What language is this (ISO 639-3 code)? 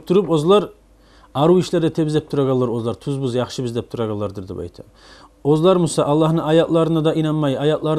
kum